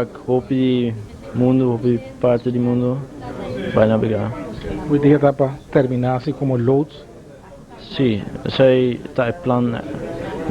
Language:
Papiamento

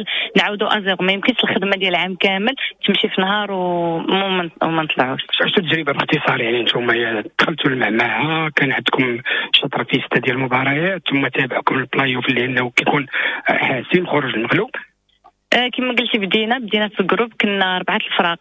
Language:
Moroccan Arabic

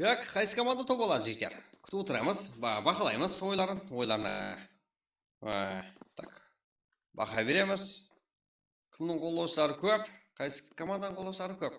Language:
Kara-Kalpak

